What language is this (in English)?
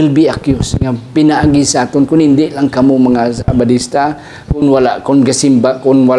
Hiligaynon